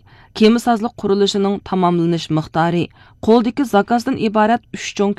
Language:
Uyghur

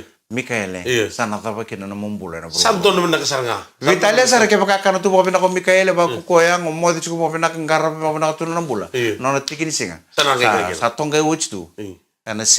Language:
Fijian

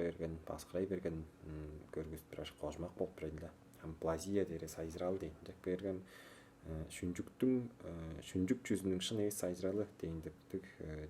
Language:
Tuvinian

